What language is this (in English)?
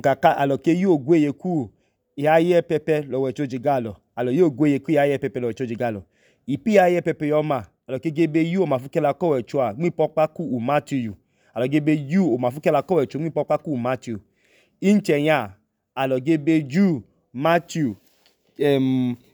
Idoma